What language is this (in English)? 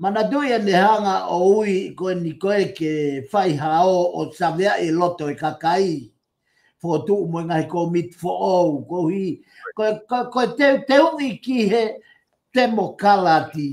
Tongan